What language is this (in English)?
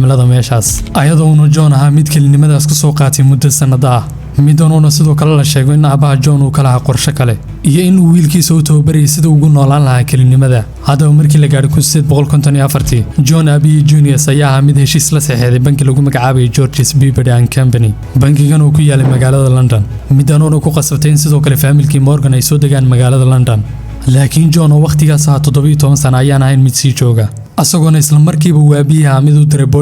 Somali